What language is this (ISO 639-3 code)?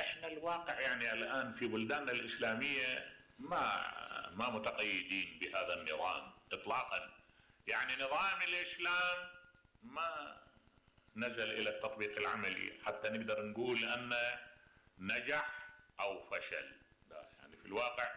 acm